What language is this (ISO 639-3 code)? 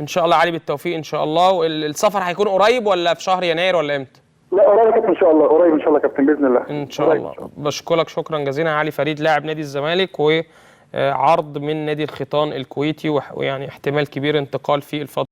arz